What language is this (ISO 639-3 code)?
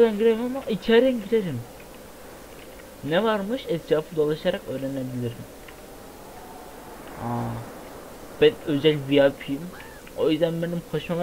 tur